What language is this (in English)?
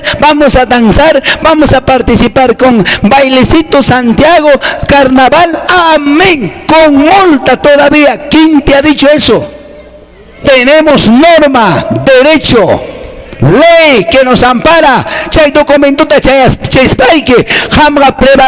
Quechua